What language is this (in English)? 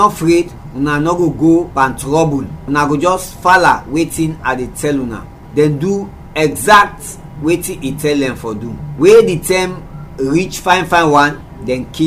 Krio